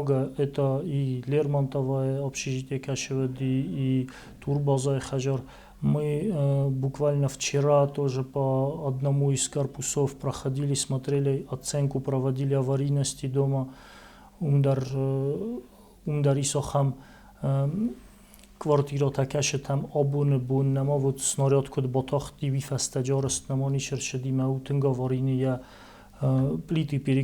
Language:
Ossetic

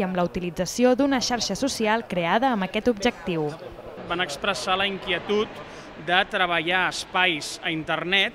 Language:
Catalan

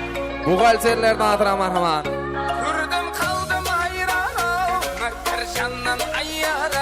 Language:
Kara-Kalpak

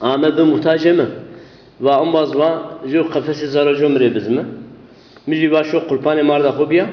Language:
Zaza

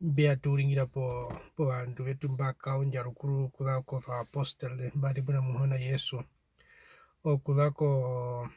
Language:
Herero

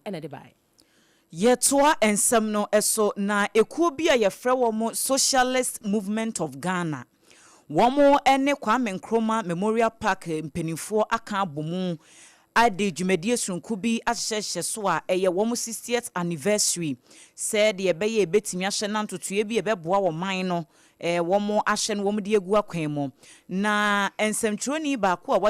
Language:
Akan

